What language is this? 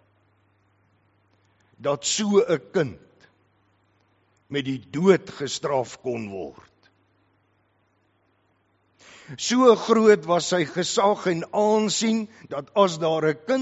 Afrikaans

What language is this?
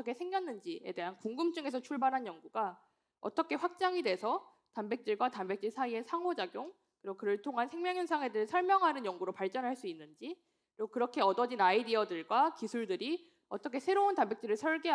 Korean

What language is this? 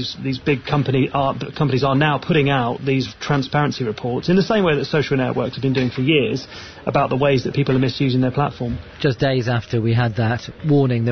English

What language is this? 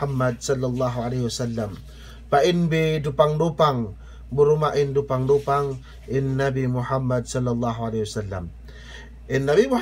Yakan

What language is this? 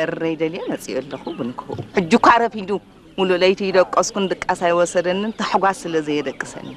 Tigrinya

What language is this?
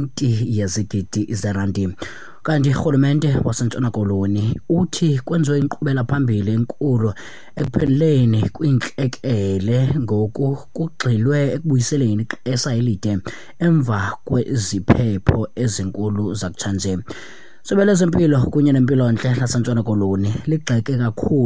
Xhosa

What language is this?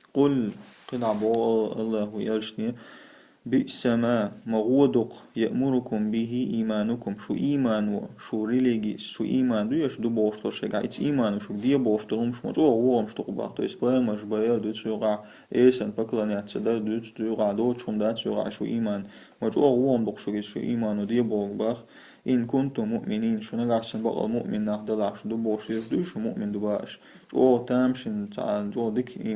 Chechen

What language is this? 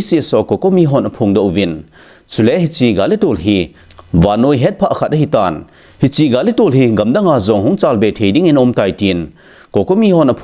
Thado Chin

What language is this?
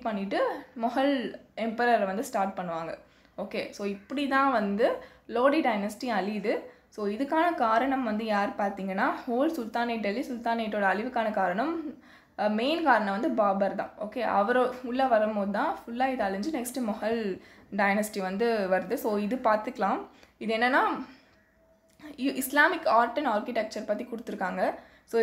Tamil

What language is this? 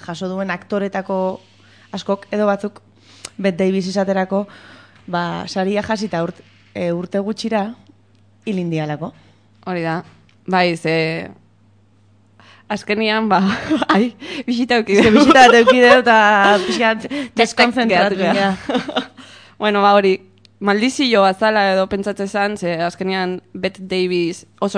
Basque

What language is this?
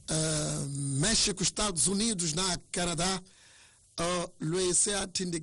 Tsonga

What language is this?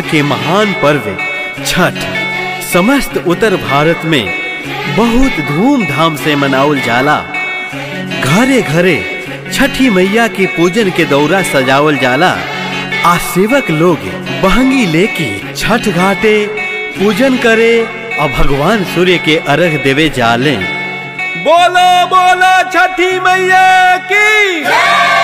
Bhojpuri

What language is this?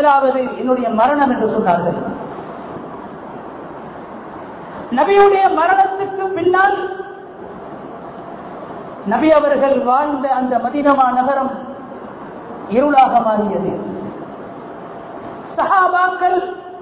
Tamil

